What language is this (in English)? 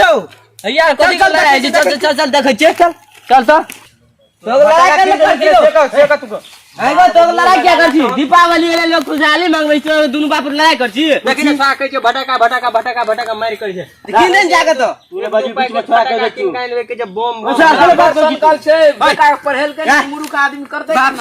Maithili